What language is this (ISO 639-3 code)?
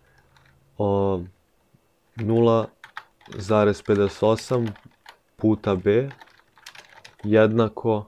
hrv